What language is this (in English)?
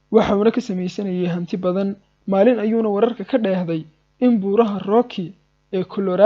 Somali